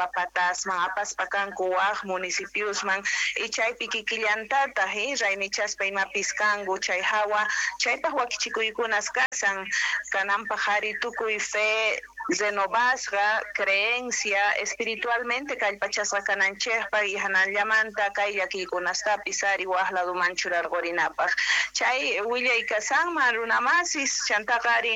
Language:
South Bolivian Quechua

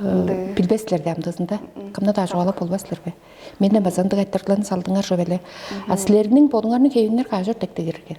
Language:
Tuvinian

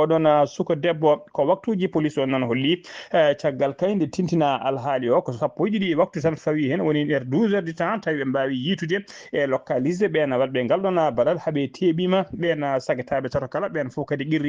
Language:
Fula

